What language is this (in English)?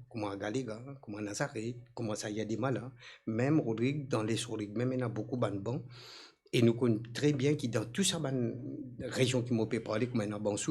Morisyen